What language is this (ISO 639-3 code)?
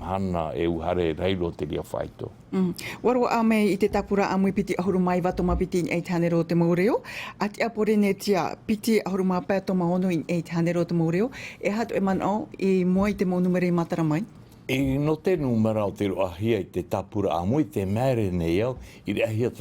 tah